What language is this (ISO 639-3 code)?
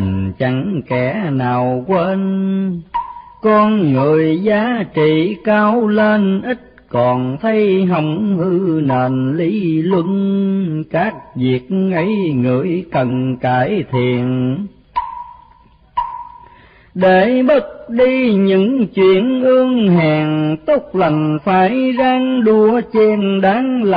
vie